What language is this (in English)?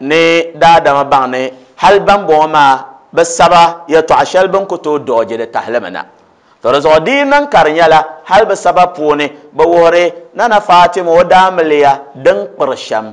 Dagbani